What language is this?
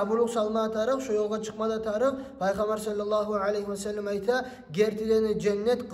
Kumyk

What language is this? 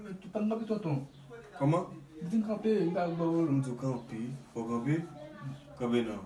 Haitian Creole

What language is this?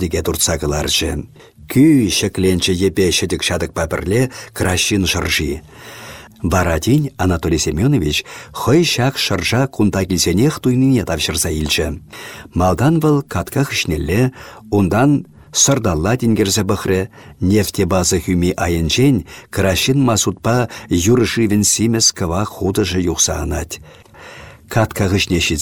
Chuvash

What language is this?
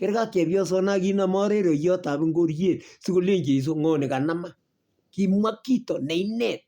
Kalenjin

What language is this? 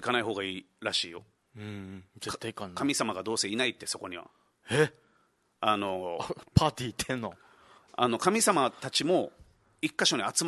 Japanese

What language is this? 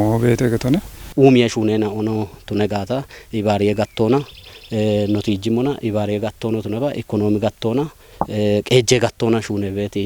Kafa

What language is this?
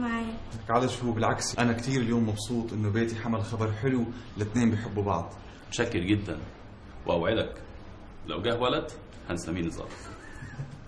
North Levantine Arabic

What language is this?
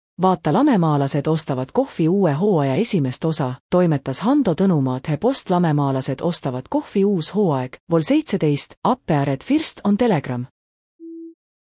Estonian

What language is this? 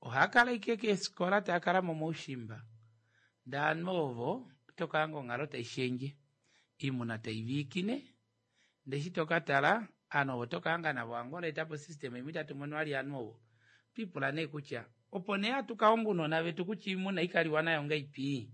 Kuanyama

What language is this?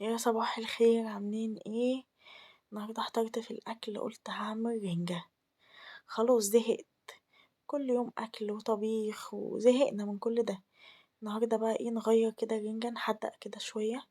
Egyptian Arabic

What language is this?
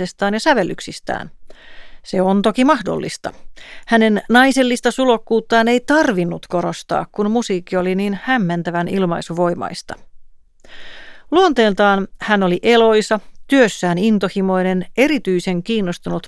Finnish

